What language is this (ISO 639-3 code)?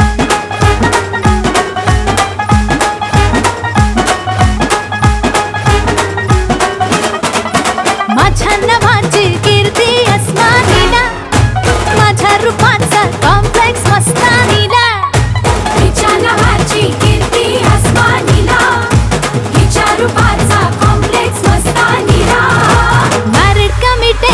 mar